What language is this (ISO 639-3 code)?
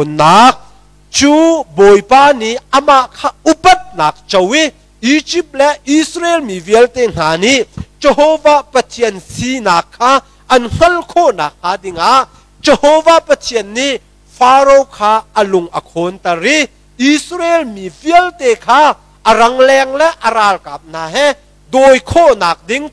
cnh